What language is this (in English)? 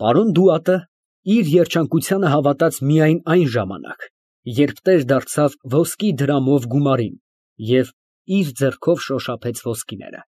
Armenian